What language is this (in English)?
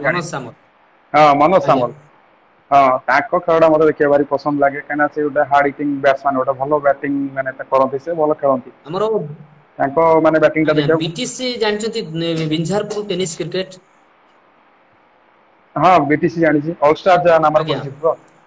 Odia